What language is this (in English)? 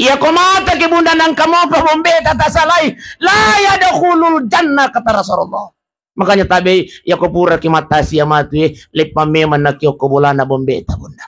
Buginese